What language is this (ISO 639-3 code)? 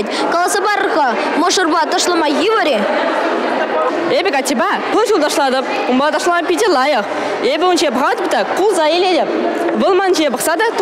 chv